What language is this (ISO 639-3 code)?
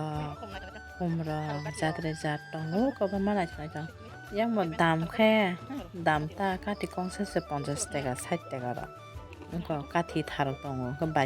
trp